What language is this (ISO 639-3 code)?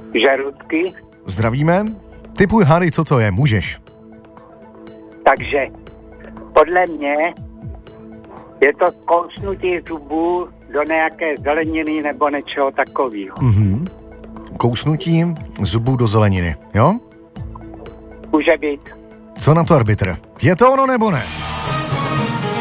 ces